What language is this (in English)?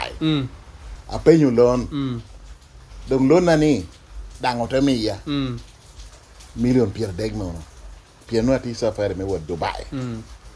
Lango (Uganda)